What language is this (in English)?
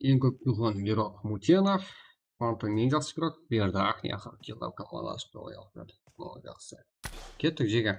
Kara-Kalpak